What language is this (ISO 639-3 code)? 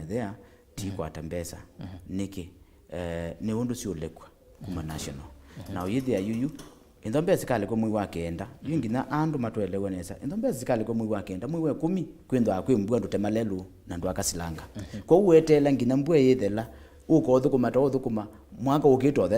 kam